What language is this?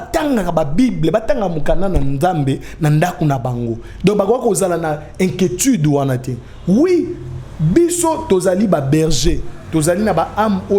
Lingala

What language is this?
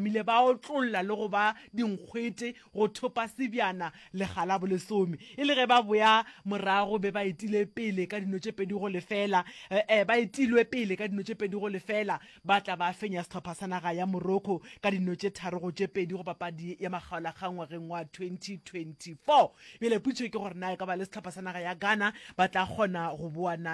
Northern Sotho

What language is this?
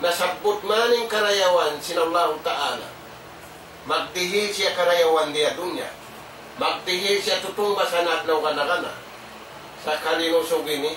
Tausug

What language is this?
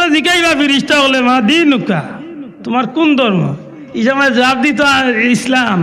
Sylheti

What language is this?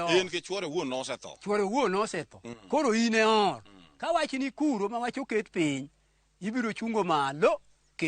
Luo (Kenya and Tanzania)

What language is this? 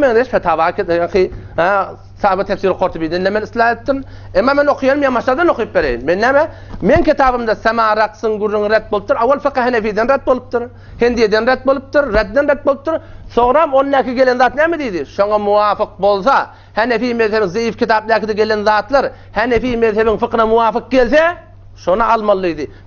Turkmen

